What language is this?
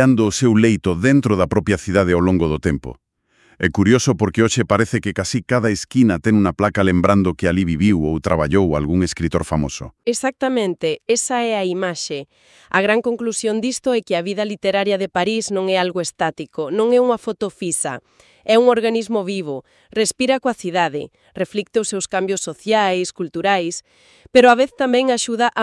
Galician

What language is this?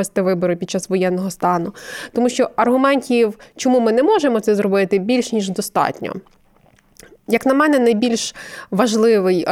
Ukrainian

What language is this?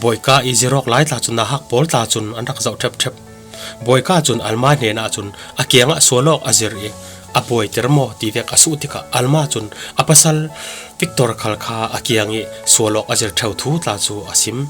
Falam Chin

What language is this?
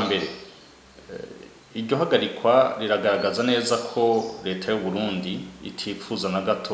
Rundi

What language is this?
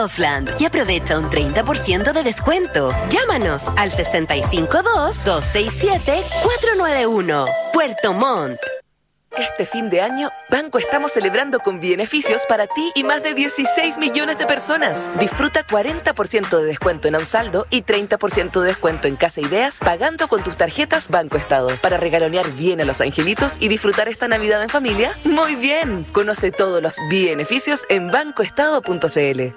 Spanish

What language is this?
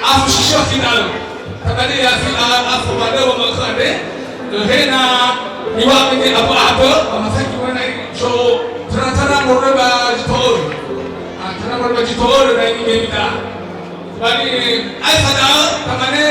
Nias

